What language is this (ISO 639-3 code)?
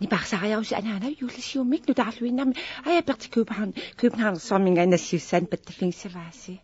kal